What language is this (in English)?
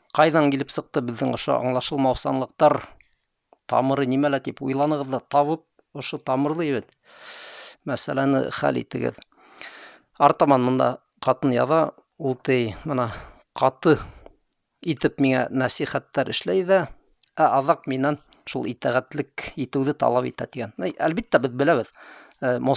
Bashkir